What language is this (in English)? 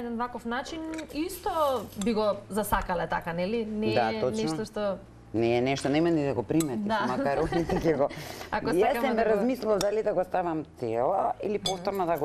Macedonian